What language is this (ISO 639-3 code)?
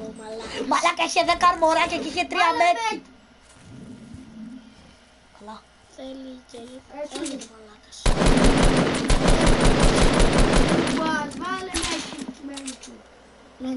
ell